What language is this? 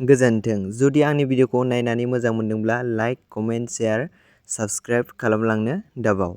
Bodo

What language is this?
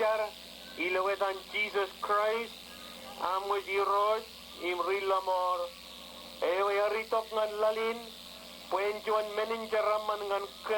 Marshallese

